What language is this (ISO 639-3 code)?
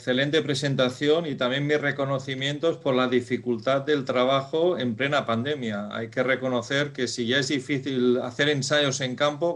spa